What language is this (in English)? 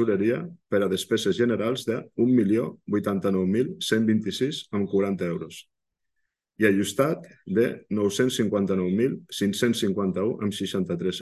Catalan